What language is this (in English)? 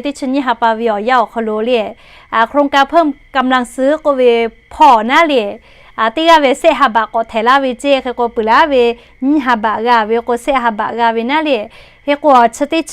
Lahu